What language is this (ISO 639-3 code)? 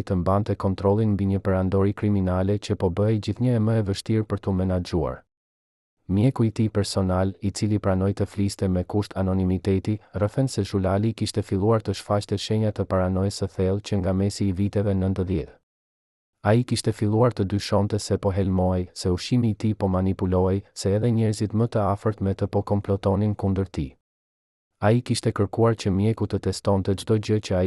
sqi